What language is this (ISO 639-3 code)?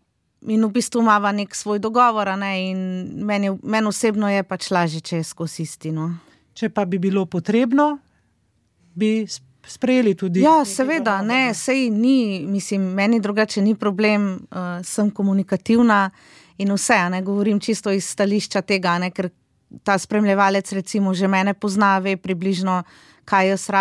slv